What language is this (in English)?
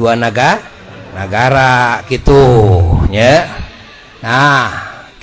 Sundanese